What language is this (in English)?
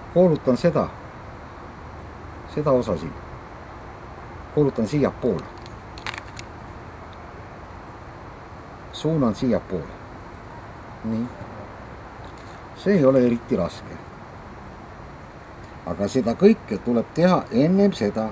Estonian